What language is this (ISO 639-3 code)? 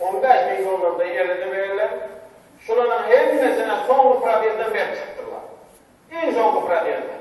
tuk